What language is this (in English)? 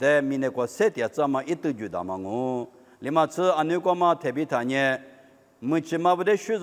Lisu